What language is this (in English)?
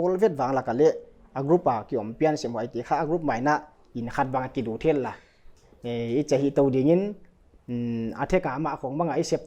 Paite Chin